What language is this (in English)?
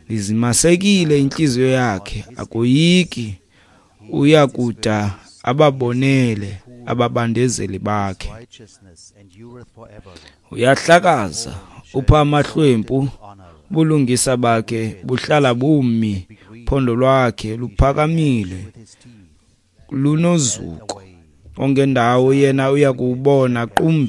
Xhosa